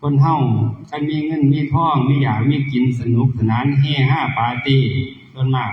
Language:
Northeastern Thai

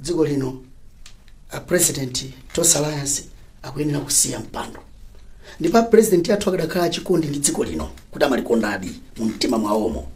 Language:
Nyanja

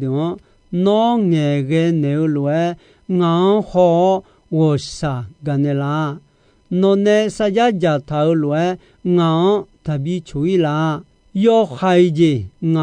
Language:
Akha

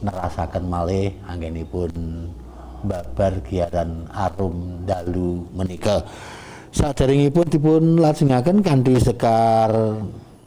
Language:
Javanese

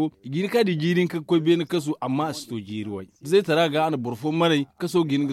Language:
Zarma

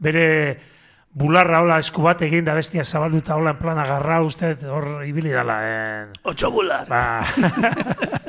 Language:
Basque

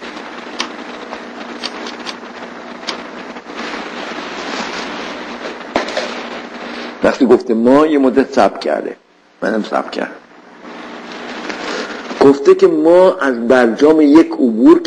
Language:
Persian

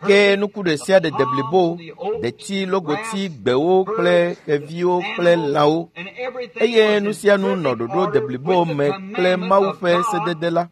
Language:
Ewe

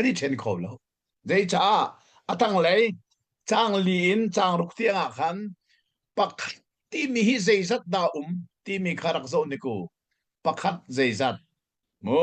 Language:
Hakha Chin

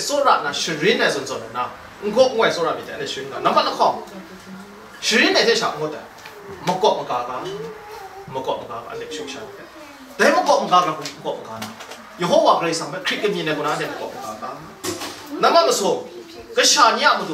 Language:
Kachin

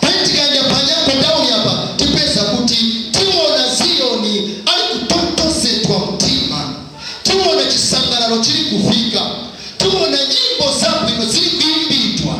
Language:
Nyanja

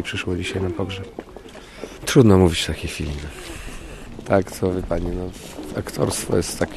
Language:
Polish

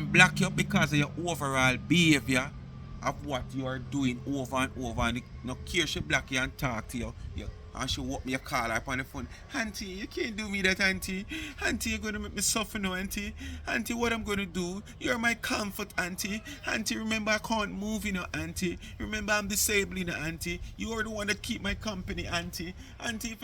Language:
Jamaican Creole English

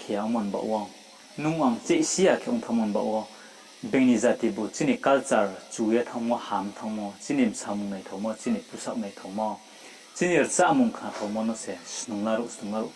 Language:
Riang (India)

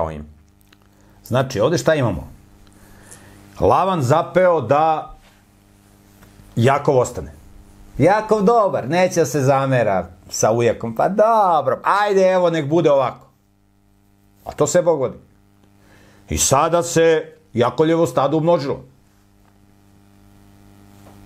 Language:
Serbian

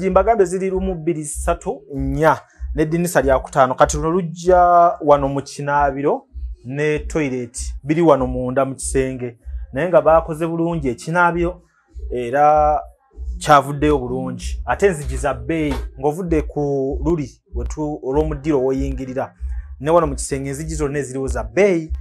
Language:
Ganda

